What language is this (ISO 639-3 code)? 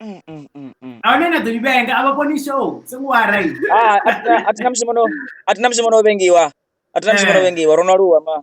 ven